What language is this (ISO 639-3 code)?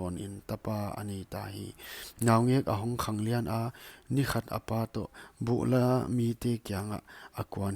pck